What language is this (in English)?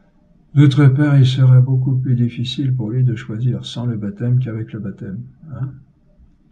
French